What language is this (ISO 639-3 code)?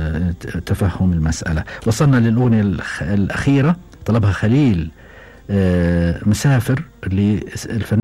afb